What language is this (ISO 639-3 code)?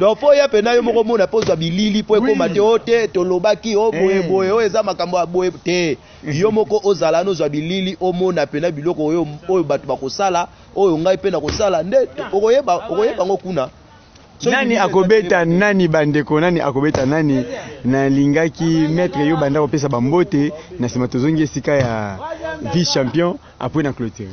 lin